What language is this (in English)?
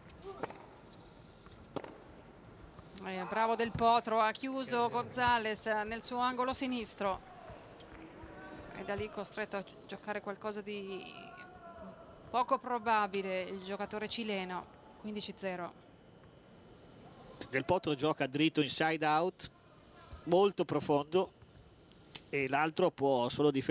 Italian